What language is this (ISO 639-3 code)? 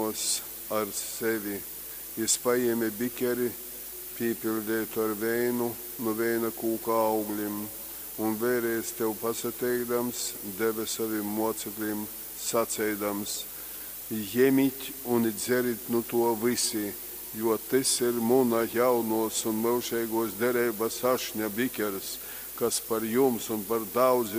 ltg